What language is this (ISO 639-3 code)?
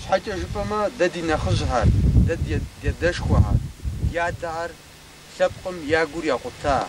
kbd